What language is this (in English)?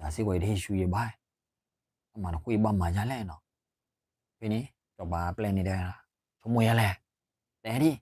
S'gaw Karen